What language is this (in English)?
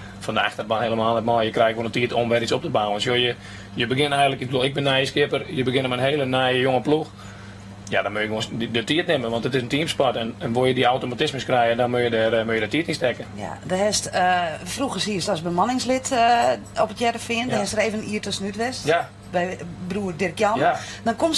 Western Frisian